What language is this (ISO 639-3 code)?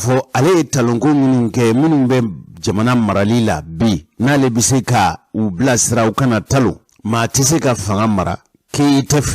bam